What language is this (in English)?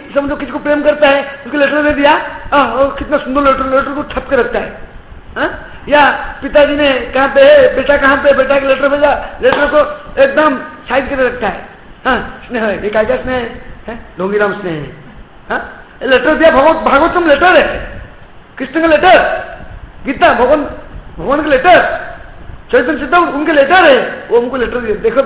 Hindi